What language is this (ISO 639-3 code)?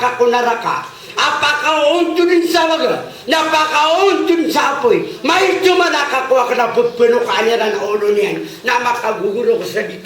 mrw